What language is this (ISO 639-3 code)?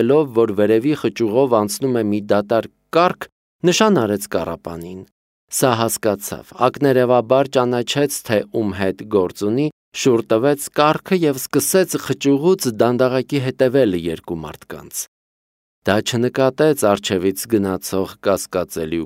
hye